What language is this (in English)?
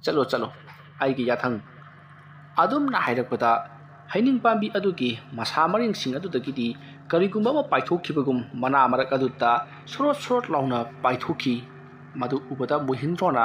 Manipuri